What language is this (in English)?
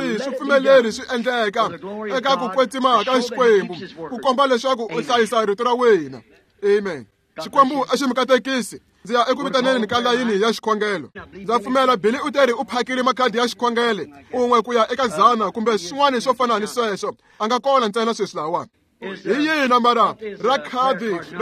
Tsonga